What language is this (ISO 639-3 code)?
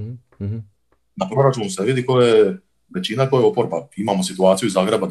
hrv